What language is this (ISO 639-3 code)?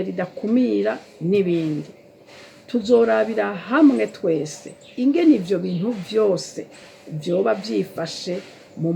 run